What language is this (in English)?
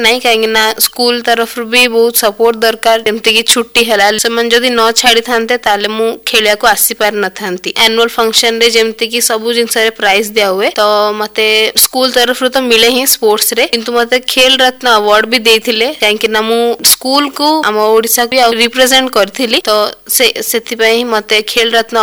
Odia